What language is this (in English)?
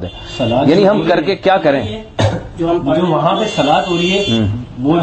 Urdu